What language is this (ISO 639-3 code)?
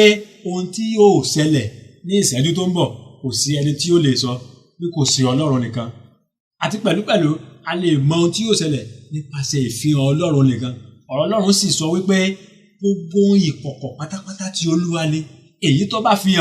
yor